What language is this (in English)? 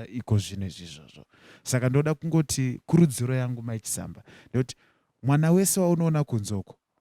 Shona